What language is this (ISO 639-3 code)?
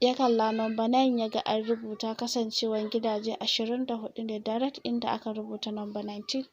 hau